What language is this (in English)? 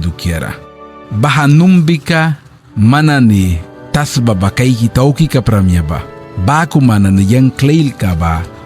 Mískito